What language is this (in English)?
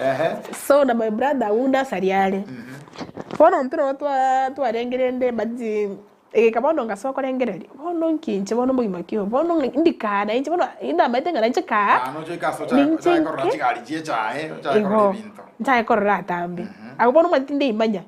Gusii